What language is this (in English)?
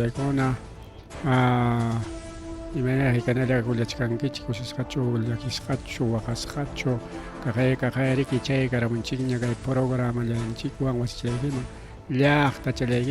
Ayacucho Quechua